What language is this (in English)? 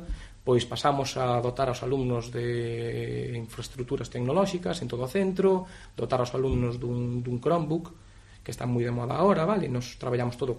Galician